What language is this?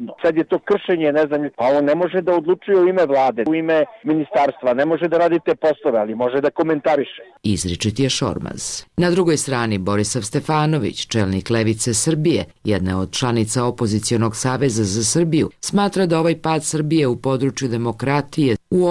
Serbian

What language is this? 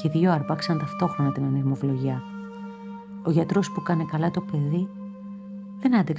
Greek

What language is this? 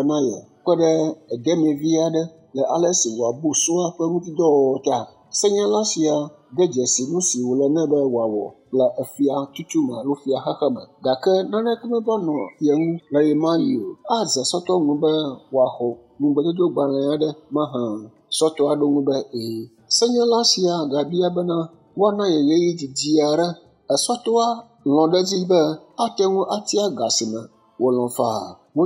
Ewe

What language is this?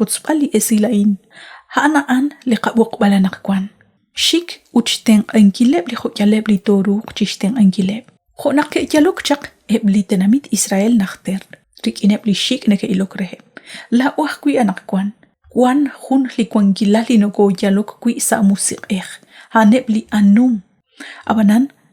Kekchí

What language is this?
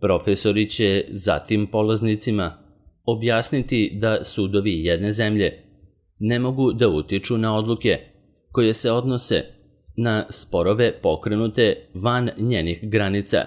Serbian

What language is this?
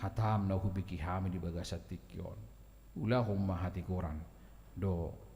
Batak Toba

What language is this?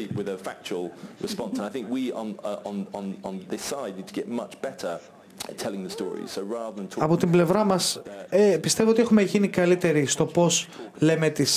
Greek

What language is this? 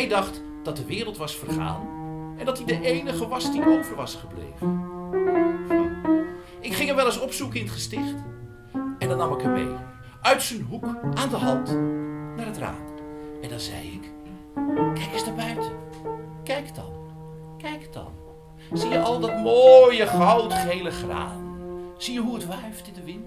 Dutch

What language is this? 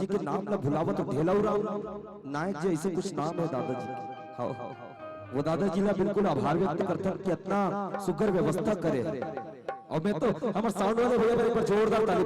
Chhattisgarhi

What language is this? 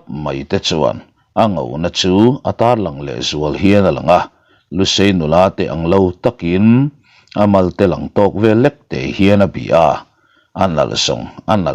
Mizo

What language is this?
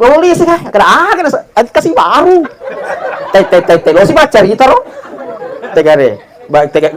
Buginese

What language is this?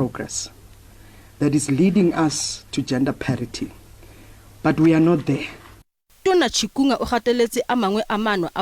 Tswana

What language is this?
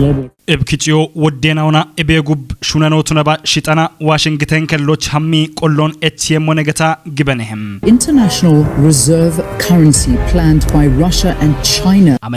Kafa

